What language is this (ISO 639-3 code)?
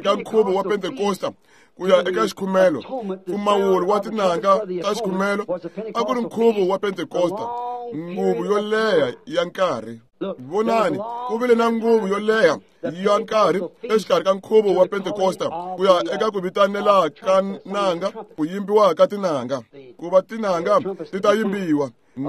tso